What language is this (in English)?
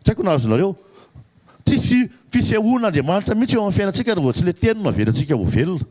Malagasy